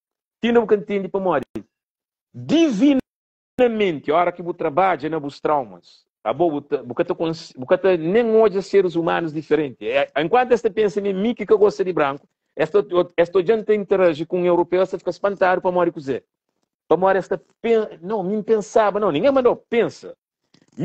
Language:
Kabuverdianu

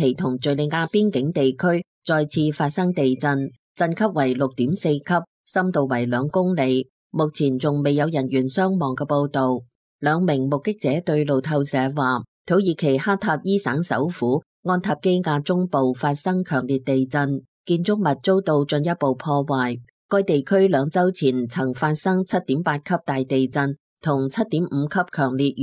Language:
Cantonese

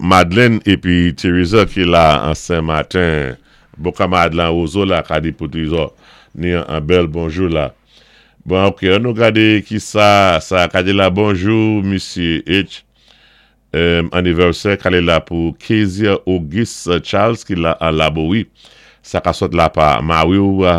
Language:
Saint Lucian Creole French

